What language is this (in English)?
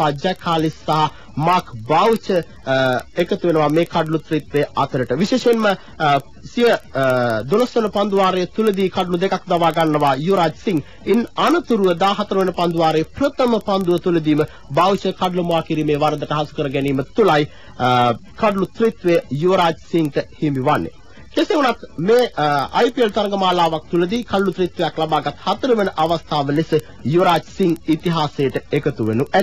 Sinhala